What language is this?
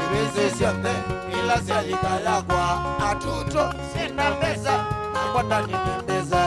Kamba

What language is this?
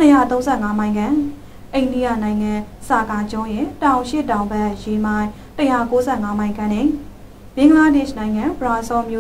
Burmese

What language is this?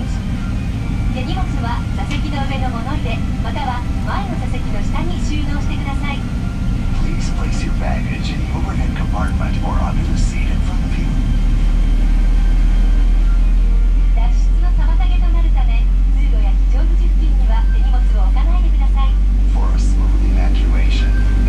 Japanese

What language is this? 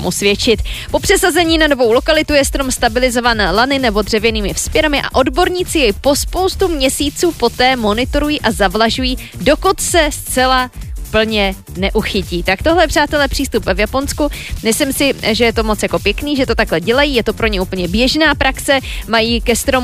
Czech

